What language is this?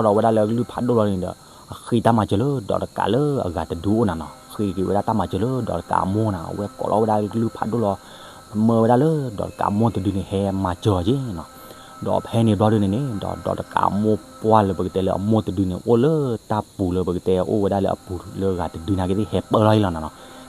S'gaw Karen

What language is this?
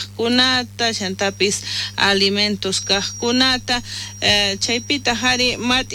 South Bolivian Quechua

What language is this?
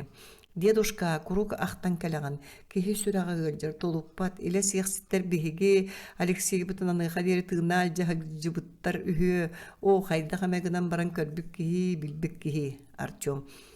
Yakut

